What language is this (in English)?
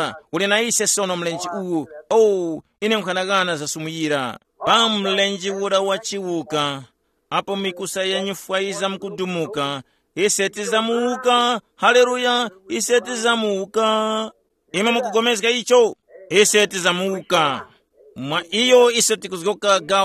Tumbuka